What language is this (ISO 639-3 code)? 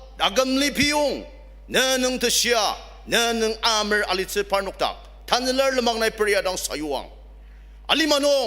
njo